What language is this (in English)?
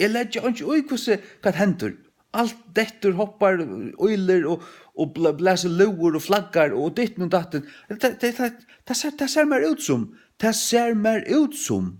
Faroese